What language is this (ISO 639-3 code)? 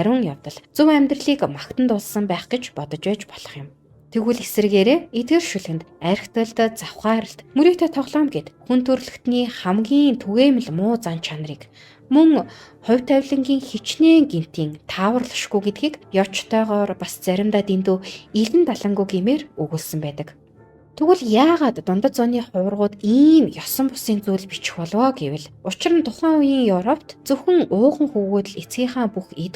mon